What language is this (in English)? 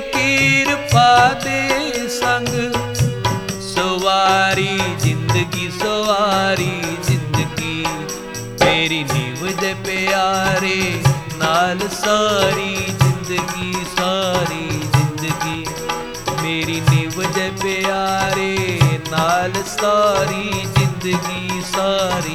Punjabi